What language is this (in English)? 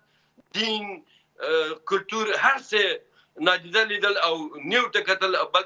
Pashto